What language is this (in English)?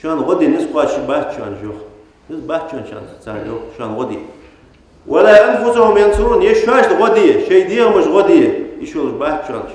Ingush